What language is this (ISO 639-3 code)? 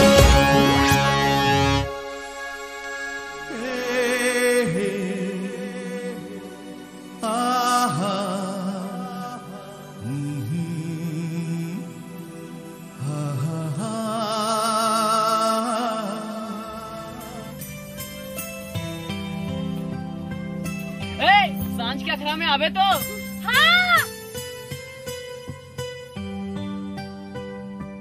sck